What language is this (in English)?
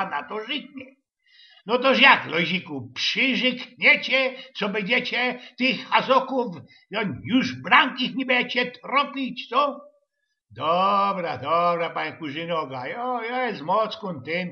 Silesian